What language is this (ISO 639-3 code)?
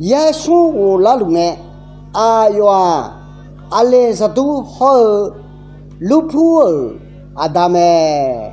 ahk